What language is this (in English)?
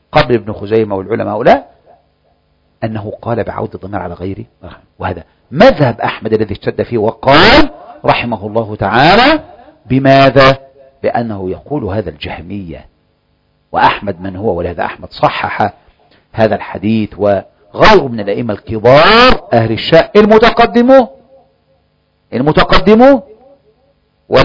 Arabic